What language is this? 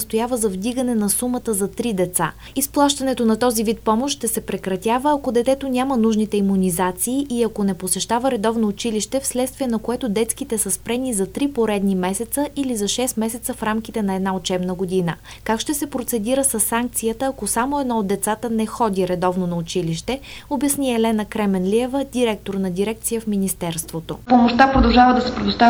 Bulgarian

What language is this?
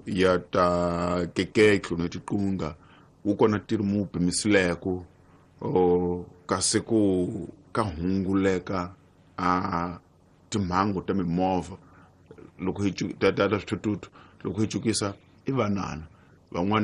Tsonga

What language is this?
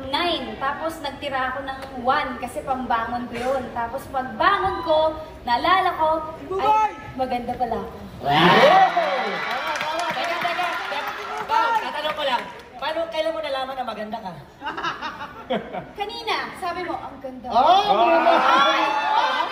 Filipino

